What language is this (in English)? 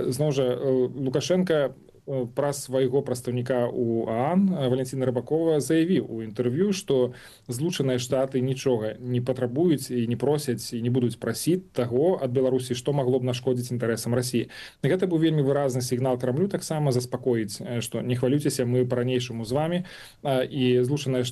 Belarusian